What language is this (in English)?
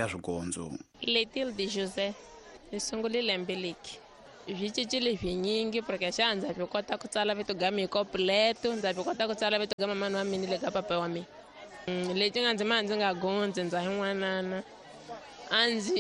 Tsonga